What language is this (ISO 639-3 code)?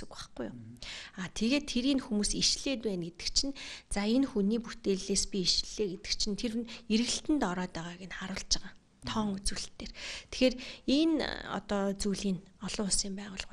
mon